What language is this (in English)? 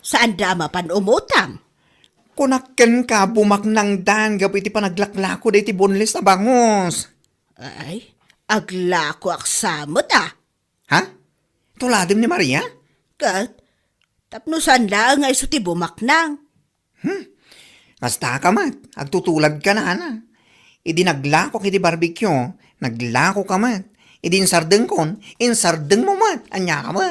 Iloko